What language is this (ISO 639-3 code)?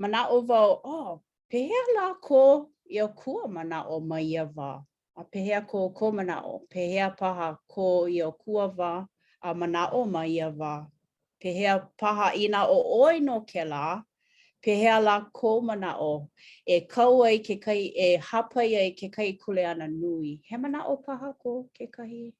haw